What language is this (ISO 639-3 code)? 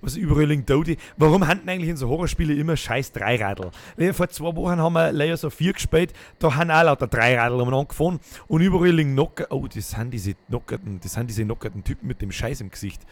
bar